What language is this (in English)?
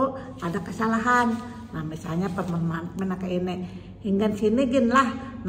Banjar